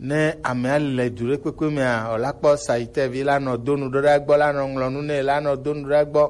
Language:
Gen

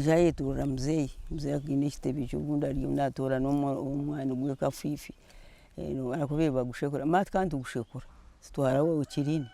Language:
Nyankole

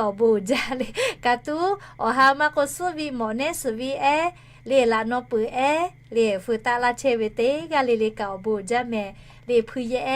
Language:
Lahu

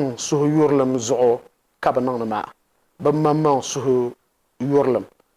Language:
Dagbani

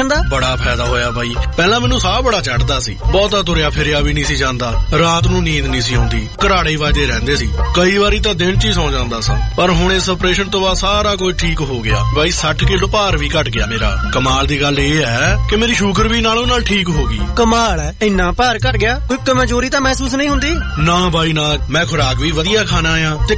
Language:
Punjabi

